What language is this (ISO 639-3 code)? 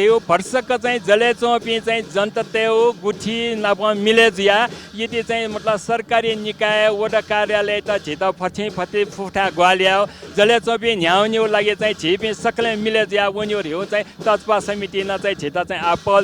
new